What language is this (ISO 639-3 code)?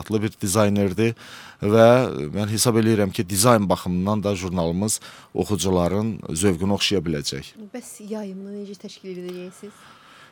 aze